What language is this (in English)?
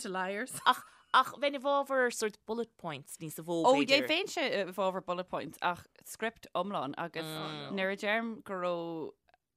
Irish